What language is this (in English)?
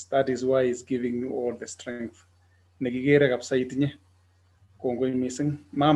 Kalenjin